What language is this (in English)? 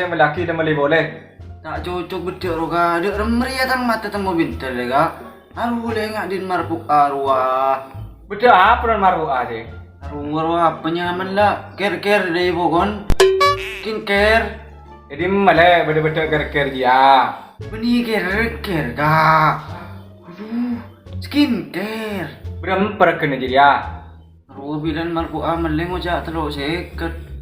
Madurese